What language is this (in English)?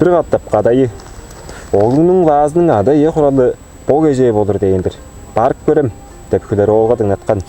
Tuvinian